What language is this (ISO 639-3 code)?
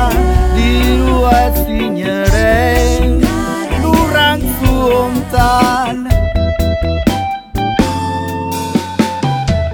eus